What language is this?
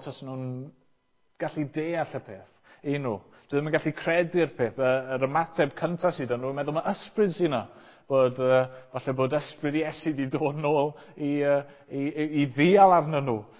Welsh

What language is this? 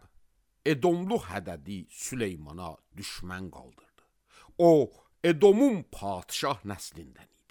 Azerbaijani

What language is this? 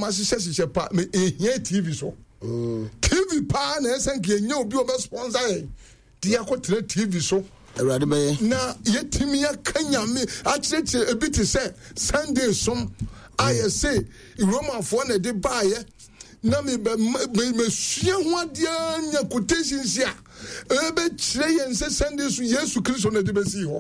Akan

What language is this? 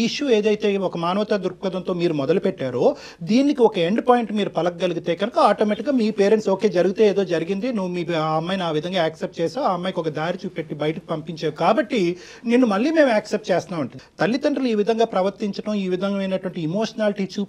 Telugu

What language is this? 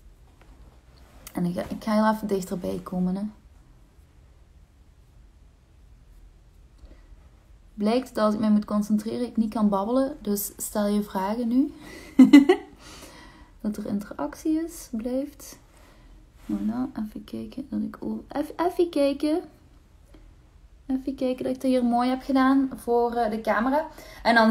Dutch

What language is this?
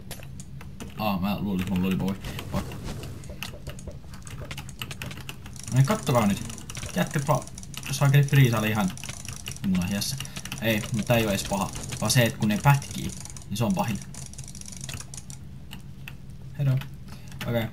Finnish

